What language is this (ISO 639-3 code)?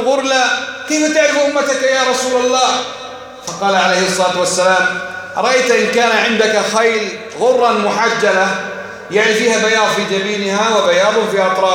ara